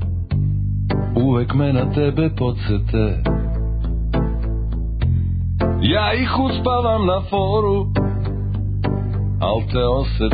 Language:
Serbian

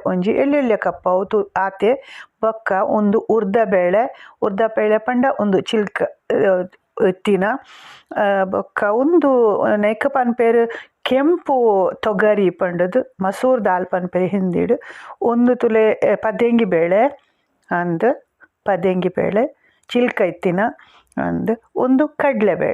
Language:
Tulu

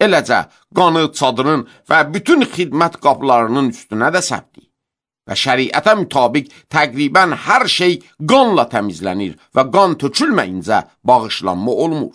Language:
Azerbaijani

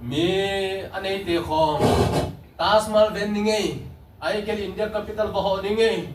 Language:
Tedim Chin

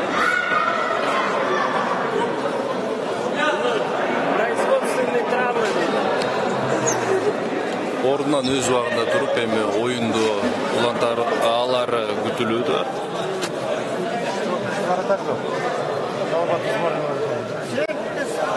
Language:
Kyrgyz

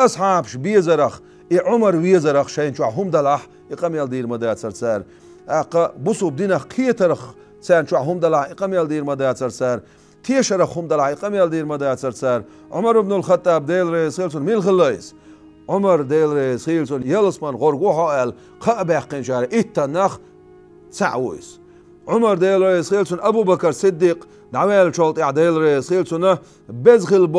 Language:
Chechen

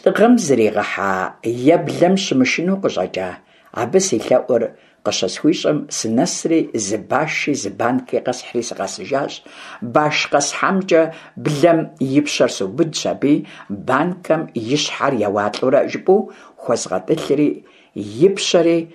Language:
Kabardian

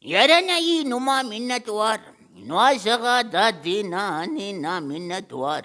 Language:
Brahui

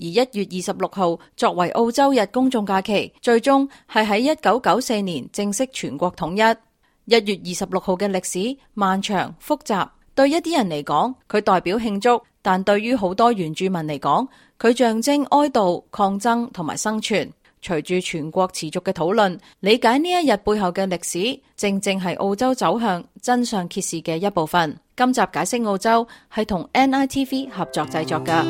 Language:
Cantonese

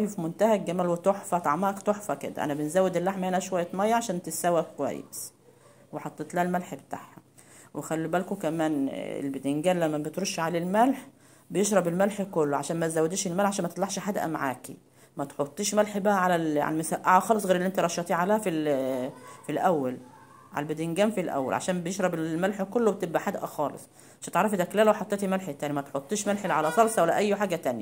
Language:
Egyptian Arabic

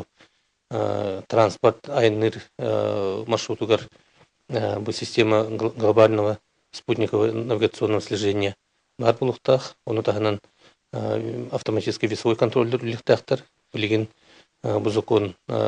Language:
Yakut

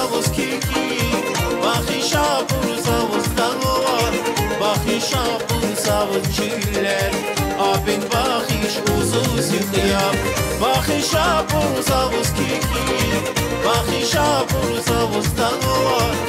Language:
Tabassaran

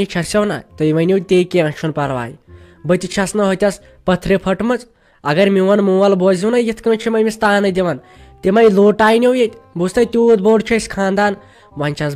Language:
Kashmiri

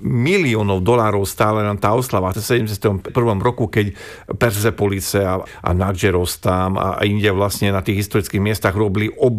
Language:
Slovak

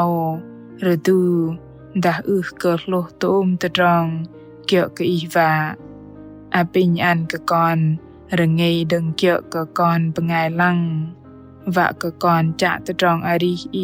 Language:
Bahnar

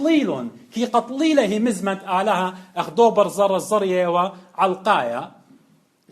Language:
Assyrian Neo-Aramaic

